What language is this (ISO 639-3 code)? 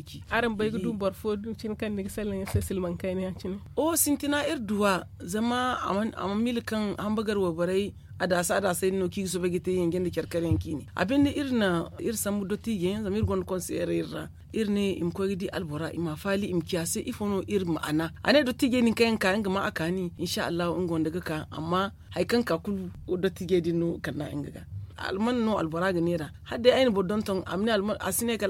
dje